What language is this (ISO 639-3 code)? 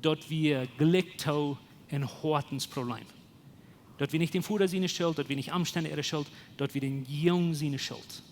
pdt